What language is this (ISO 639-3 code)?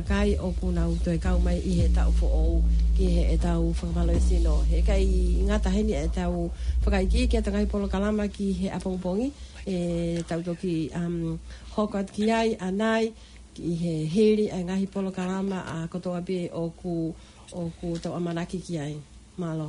ton